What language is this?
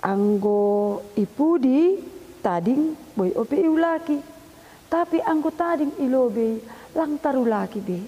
Batak Simalungun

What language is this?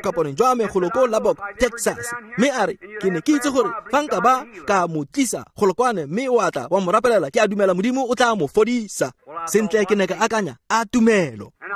Tswana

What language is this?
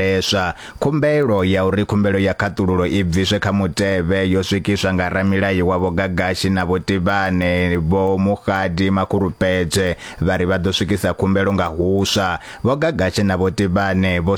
Venda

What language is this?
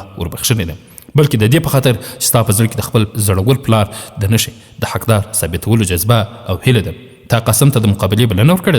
Pashto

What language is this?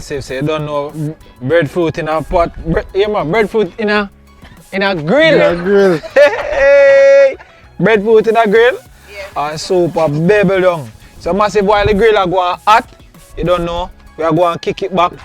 Jamaican Creole English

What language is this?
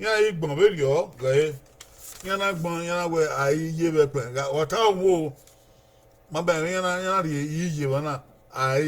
Bini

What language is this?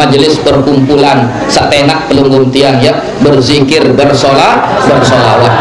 Sasak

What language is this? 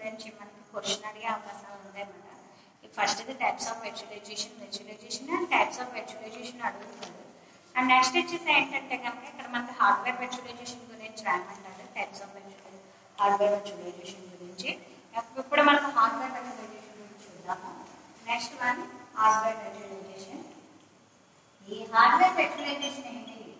Telugu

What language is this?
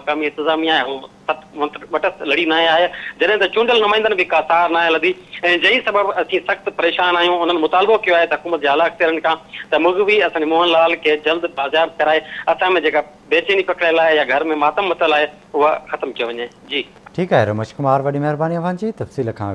Sindhi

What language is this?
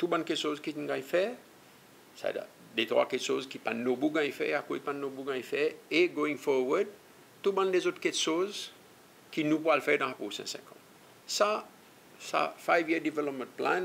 Seselwa Creole French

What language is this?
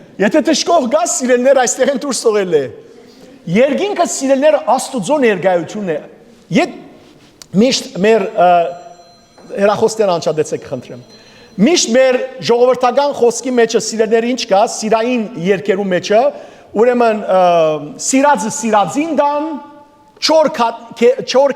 Western Armenian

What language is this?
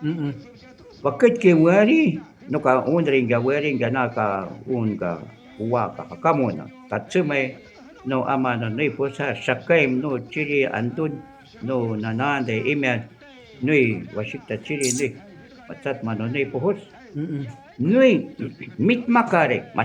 Shuar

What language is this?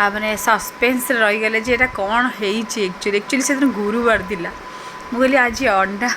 Odia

